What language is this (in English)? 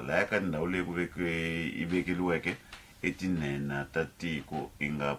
Tsonga